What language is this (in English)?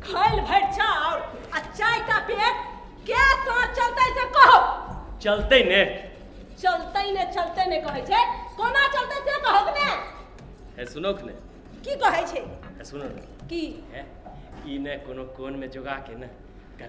Maithili